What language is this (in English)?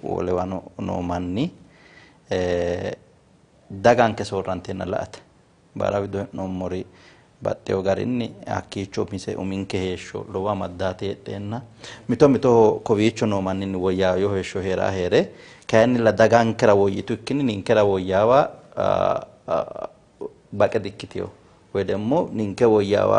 Sidamo